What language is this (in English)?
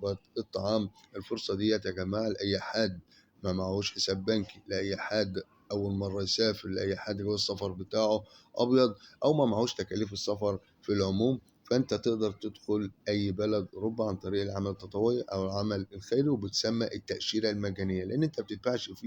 Egyptian Arabic